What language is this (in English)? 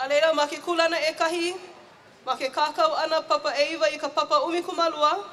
Hawaiian